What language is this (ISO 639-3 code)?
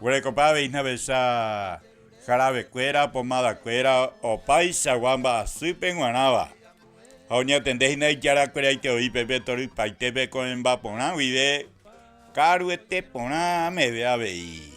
grn